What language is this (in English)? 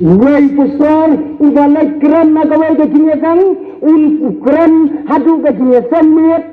Khasi